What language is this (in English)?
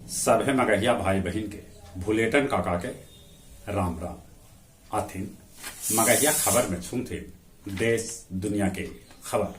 Magahi